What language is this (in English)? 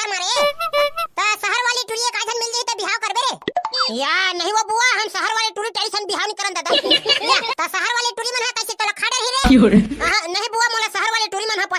Chhattisgarhi